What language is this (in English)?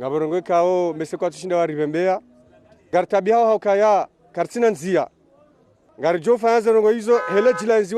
Ngazidja Comorian